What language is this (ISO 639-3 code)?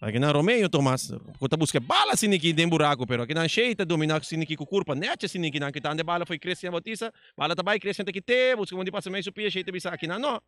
pap